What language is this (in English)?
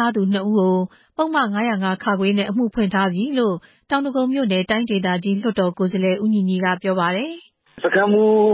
Burmese